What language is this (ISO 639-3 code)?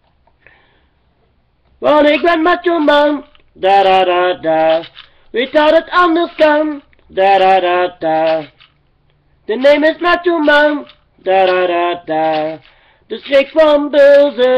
nld